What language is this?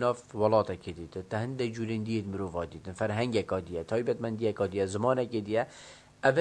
Kurdish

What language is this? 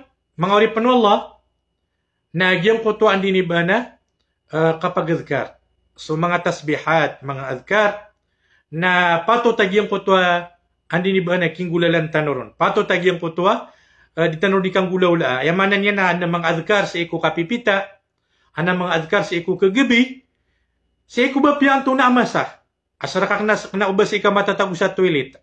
Maranao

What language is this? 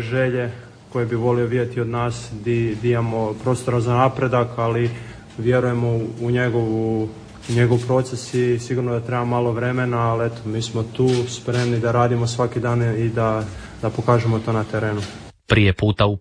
Croatian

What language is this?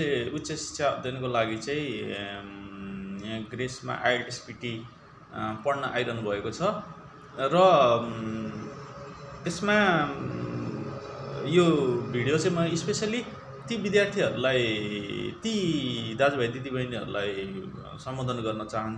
Nepali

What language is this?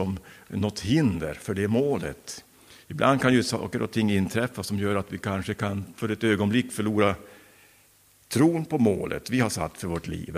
Swedish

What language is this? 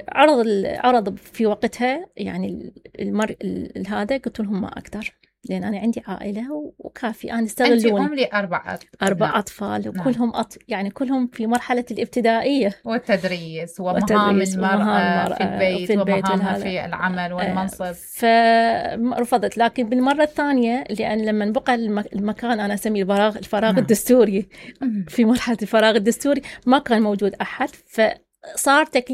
Mesopotamian Arabic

